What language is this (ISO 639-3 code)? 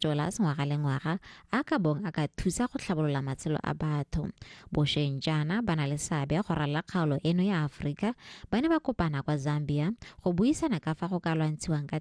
tsn